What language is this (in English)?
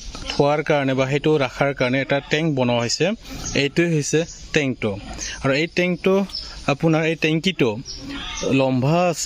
Assamese